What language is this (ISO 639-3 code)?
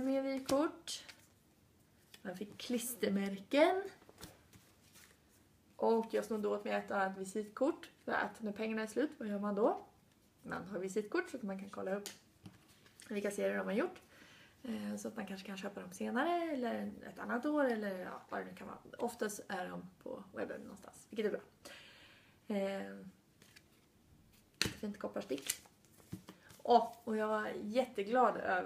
swe